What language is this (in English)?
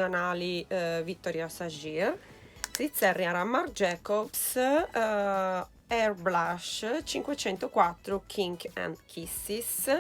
Sardinian